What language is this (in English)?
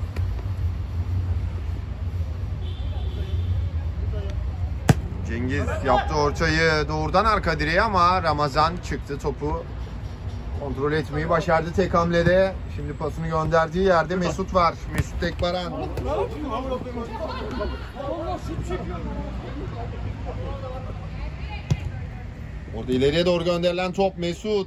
Turkish